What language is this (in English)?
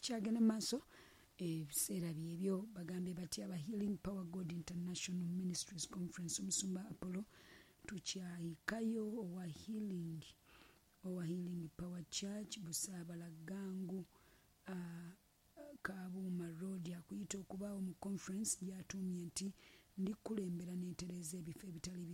Ganda